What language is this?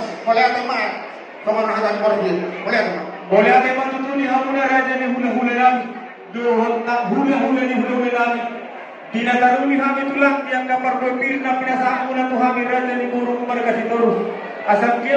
Batak Toba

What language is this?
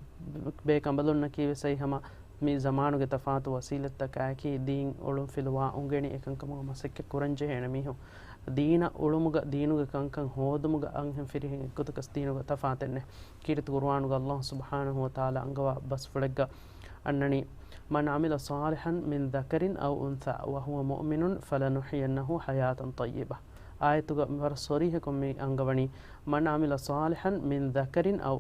Divehi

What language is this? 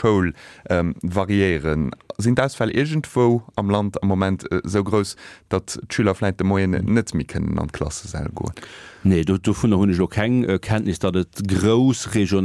Luxembourgish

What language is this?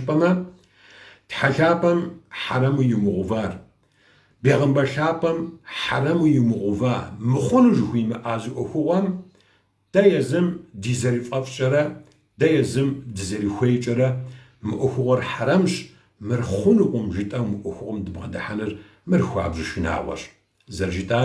Kabardian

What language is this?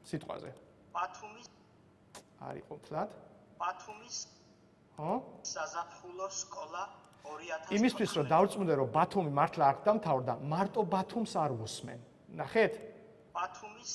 Georgian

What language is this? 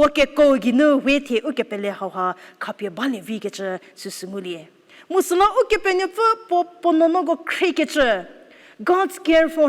Angami Naga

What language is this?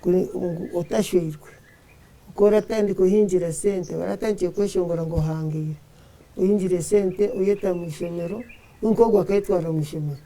Nyankole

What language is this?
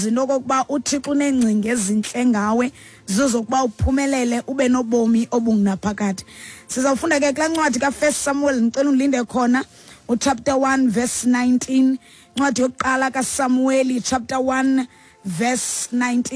Xhosa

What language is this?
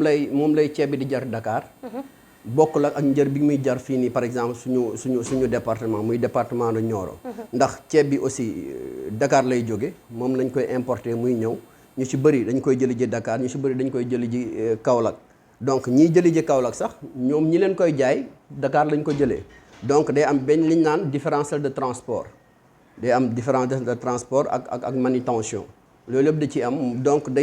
Wolof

